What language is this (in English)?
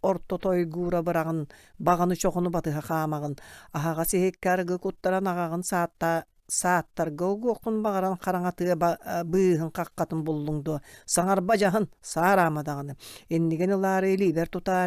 Yakut